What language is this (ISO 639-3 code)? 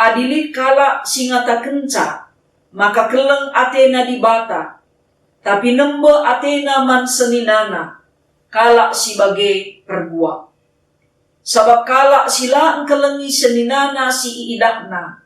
btx